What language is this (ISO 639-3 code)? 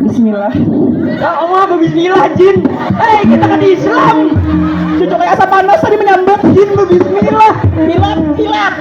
bjn